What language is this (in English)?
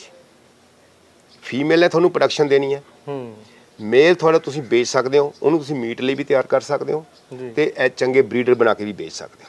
Punjabi